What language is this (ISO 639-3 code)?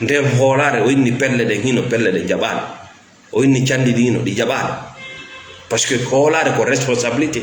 ful